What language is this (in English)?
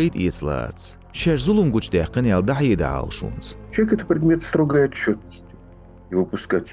Chechen